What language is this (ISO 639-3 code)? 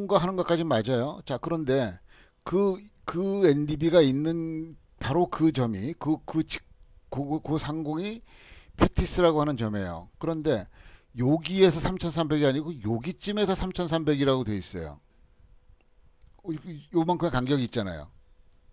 kor